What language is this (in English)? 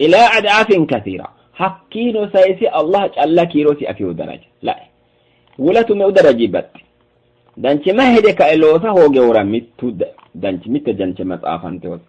Sidamo